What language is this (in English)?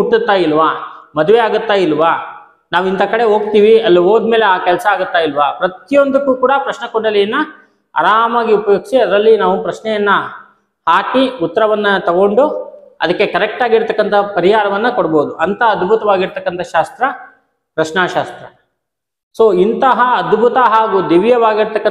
Kannada